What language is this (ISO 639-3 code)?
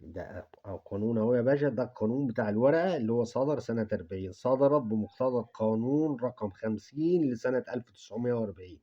arz